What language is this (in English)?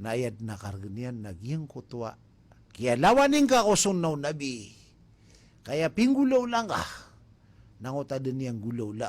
Maranao